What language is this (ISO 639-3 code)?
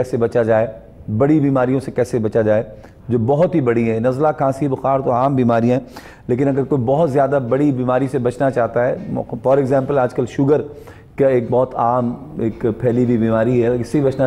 urd